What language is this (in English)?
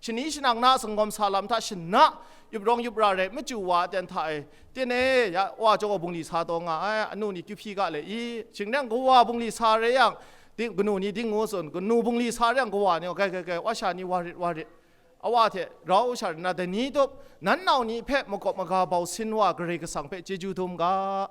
Kachin